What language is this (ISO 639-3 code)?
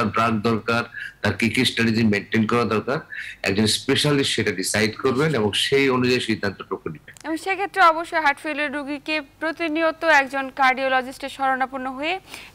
ben